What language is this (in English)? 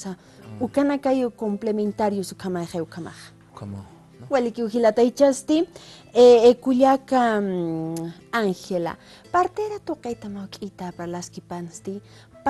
Aymara